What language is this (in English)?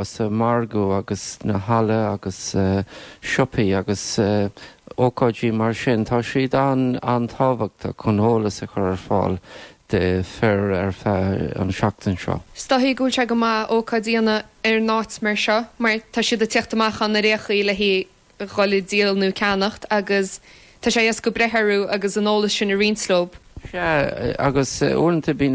Irish